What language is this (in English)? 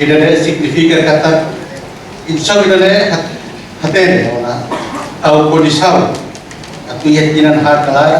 Tetum